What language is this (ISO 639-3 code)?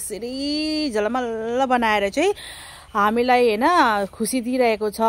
nep